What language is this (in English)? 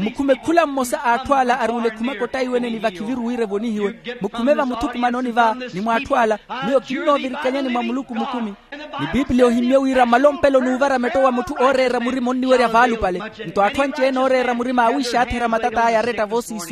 Makhuwa